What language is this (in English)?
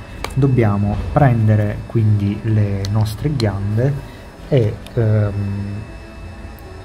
Italian